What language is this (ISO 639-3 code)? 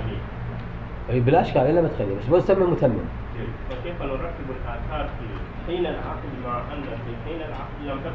acm